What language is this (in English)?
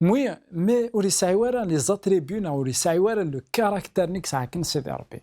Kabyle